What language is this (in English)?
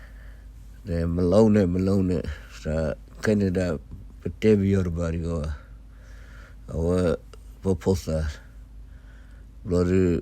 S'gaw Karen